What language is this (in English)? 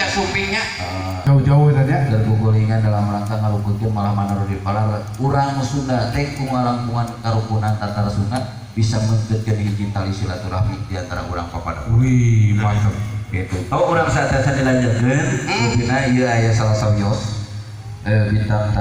Sundanese